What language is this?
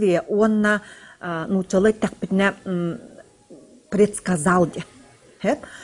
Yakut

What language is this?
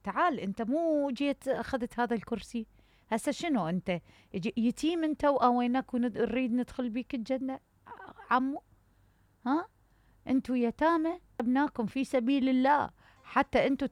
Mesopotamian Arabic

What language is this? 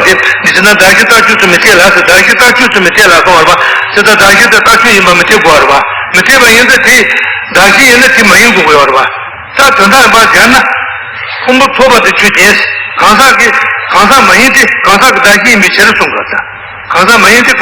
Tibetan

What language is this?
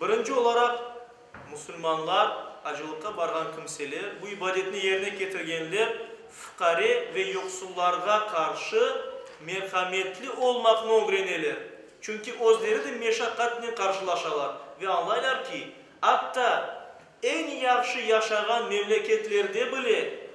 Crimean Tatar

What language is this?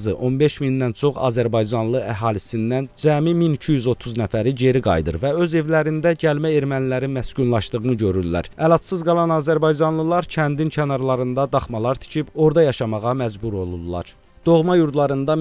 Azerbaijani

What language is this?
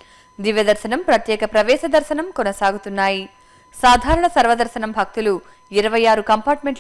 Telugu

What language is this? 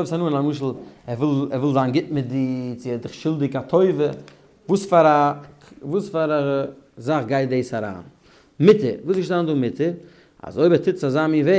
Yiddish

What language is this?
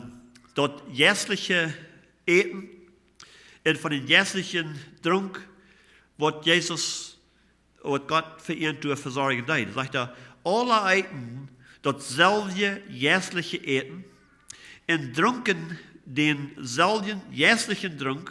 Plautdietsch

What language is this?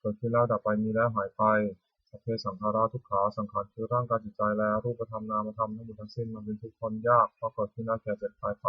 Pali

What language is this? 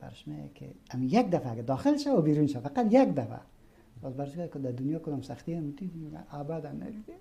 Persian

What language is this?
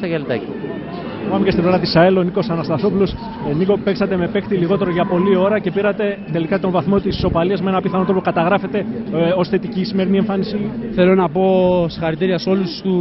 Greek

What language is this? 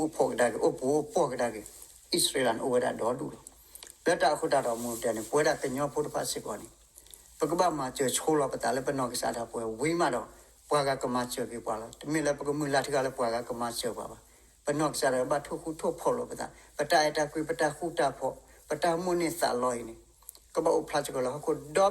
S'gaw Karen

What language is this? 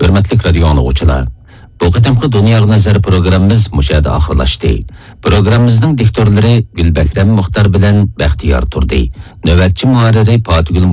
Uyghur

